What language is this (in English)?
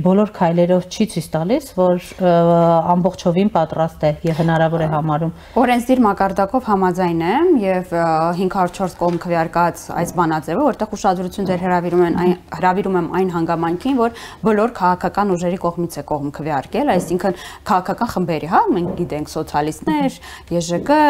Armenian